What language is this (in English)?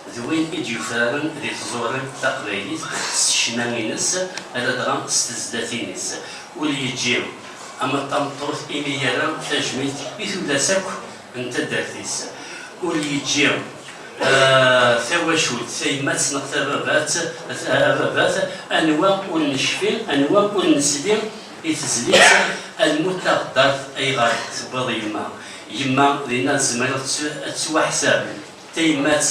Kabyle